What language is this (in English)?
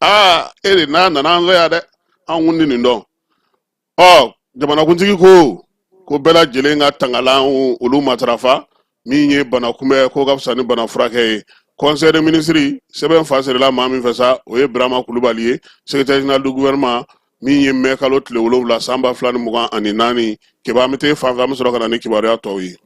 Bambara